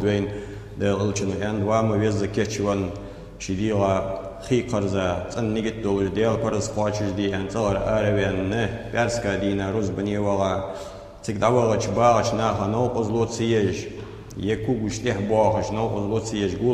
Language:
Ingush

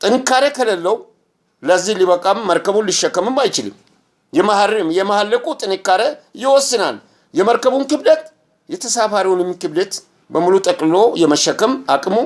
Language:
Amharic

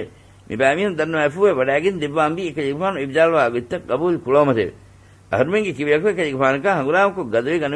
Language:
Divehi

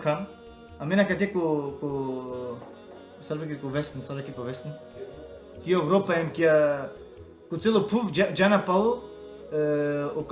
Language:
Balkan Romani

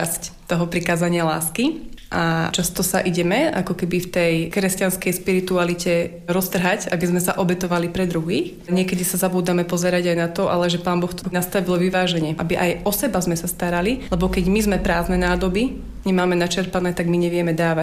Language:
Slovak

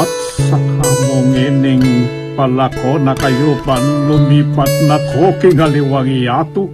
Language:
Pampanga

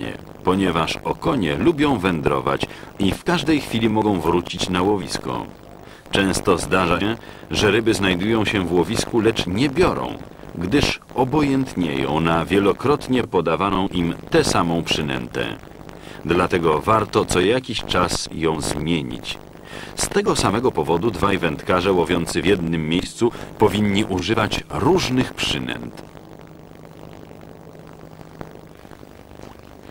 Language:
Polish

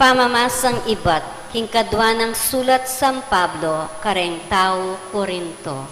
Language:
Pampanga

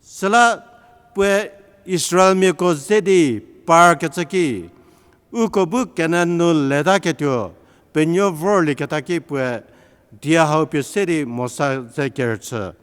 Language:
Angami Naga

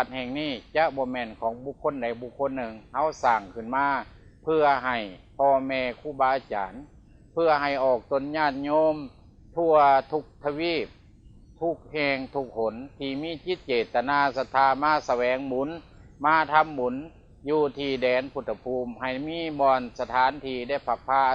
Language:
Lao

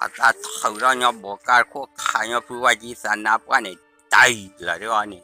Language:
S'gaw Karen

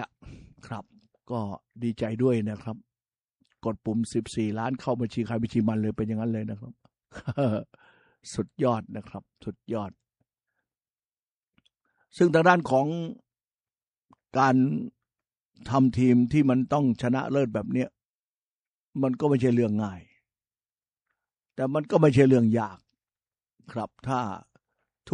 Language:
Thai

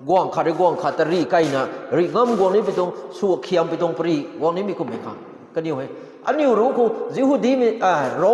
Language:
Rongmei Naga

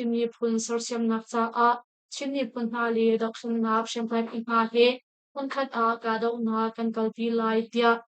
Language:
Hakha Chin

